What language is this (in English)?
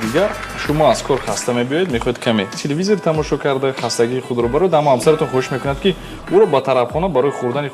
Tajik